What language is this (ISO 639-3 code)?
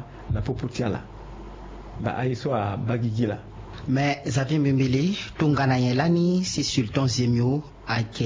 sag